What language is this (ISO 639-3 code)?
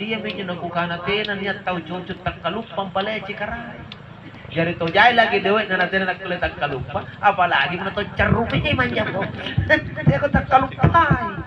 mak